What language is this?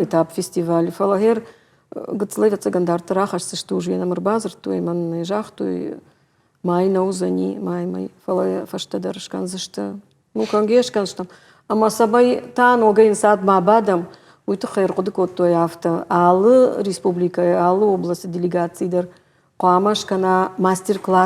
Ossetic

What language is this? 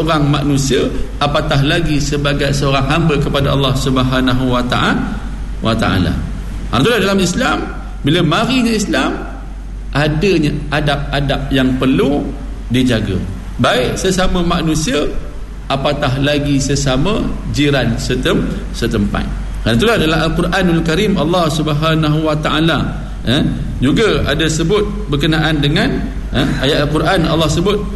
Malay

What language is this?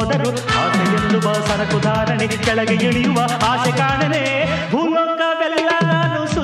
Kannada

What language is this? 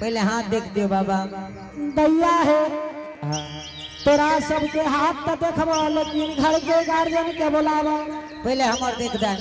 Angika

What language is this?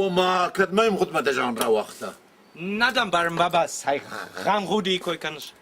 Ossetic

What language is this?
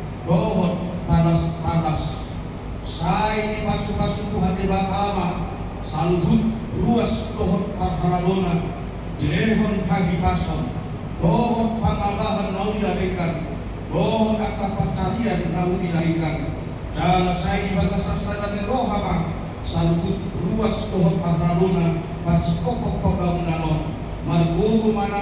Batak Toba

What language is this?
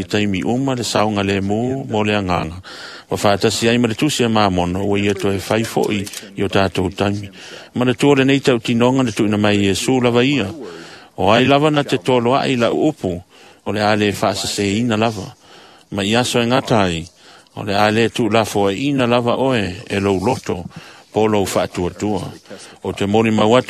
Samoan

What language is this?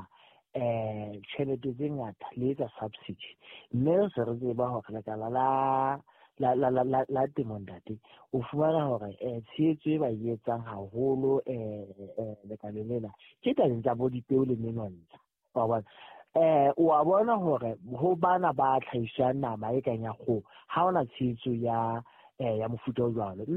Southern Sotho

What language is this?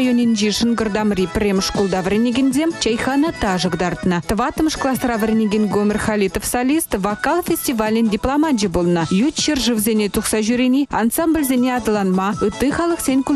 Chuvash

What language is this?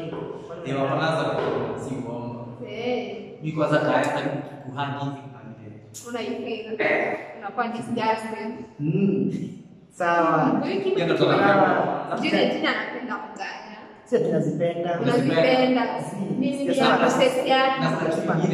Swahili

